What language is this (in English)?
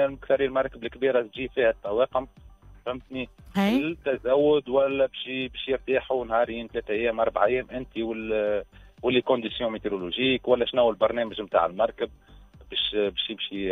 Tunisian Arabic